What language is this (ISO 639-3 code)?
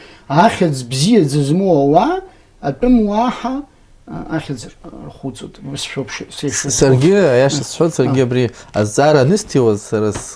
abk